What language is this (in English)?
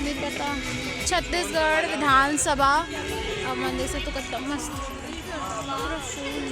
Chhattisgarhi